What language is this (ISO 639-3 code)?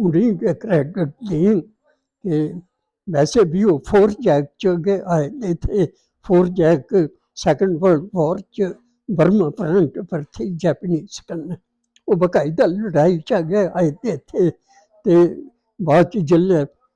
doi